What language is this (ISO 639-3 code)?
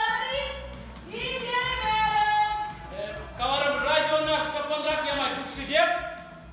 chv